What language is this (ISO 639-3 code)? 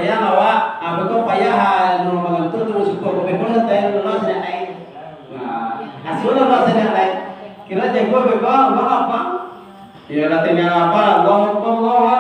min